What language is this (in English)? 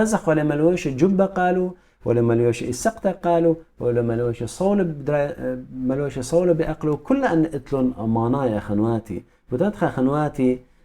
Assyrian Neo-Aramaic